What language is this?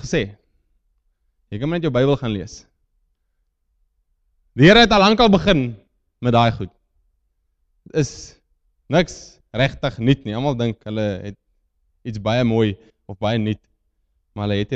Afrikaans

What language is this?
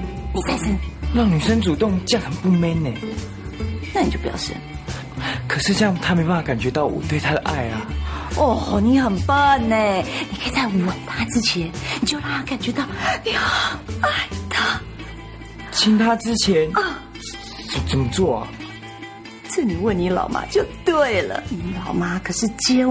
Chinese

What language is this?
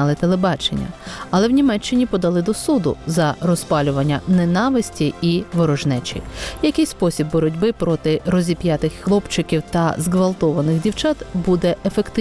Ukrainian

